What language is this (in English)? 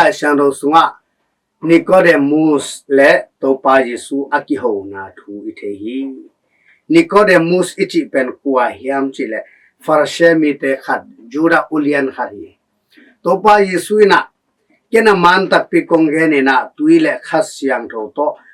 Tedim Chin